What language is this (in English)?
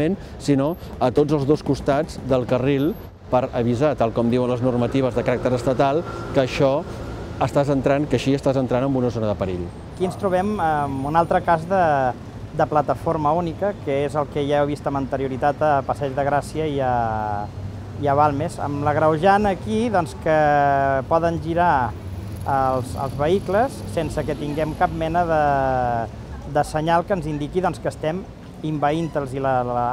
Catalan